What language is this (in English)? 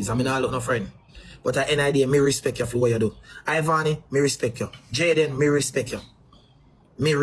Jamaican Creole English